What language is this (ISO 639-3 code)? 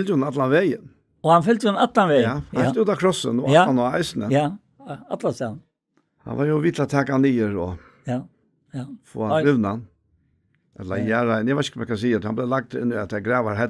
fao